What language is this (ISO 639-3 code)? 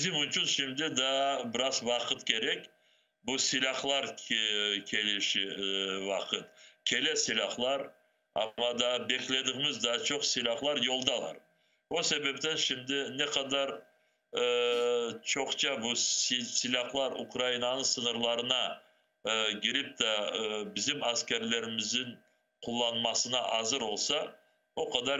crh